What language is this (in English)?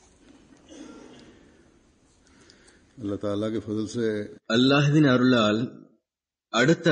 Tamil